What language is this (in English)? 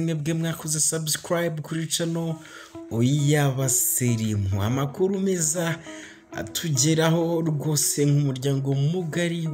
Kinyarwanda